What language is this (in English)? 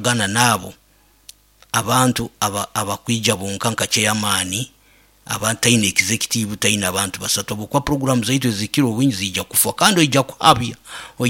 Nyoro